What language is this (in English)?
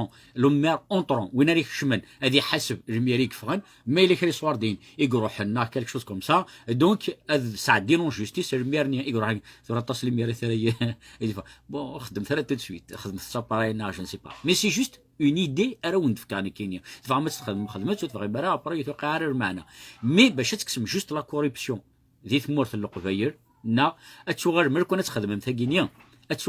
Kabyle